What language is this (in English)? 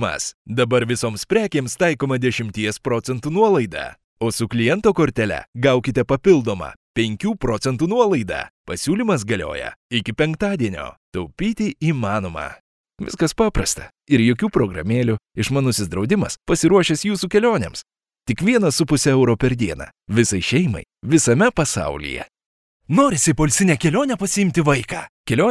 Lithuanian